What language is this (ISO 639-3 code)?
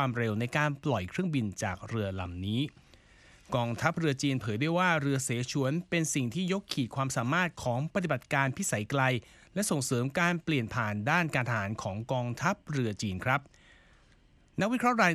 tha